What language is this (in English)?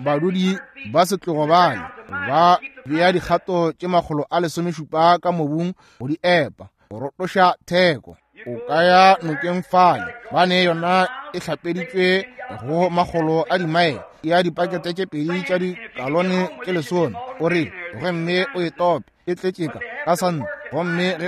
Northern Sotho